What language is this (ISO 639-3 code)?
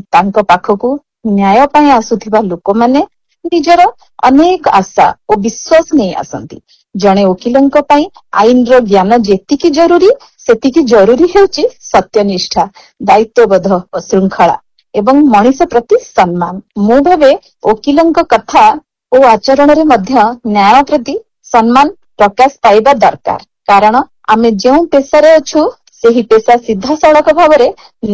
ori